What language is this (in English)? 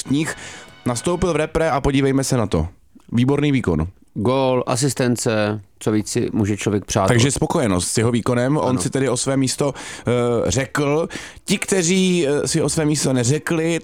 Czech